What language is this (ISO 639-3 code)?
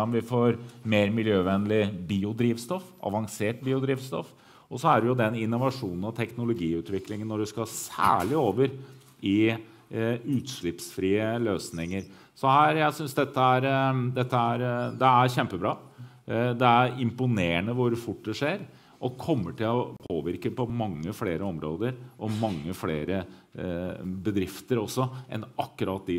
nor